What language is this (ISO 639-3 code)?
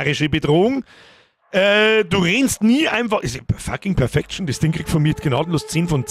bar